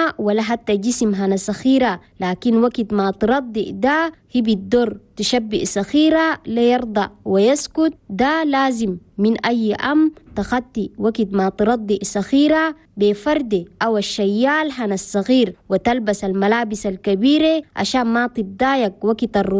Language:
Chadian Arabic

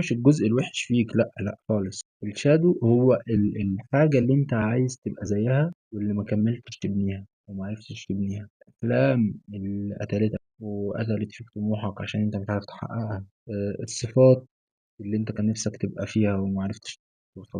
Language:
Egyptian Arabic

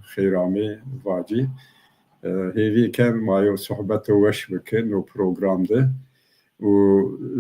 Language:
Zaza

